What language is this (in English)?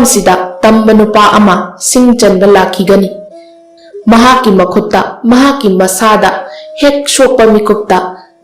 Manipuri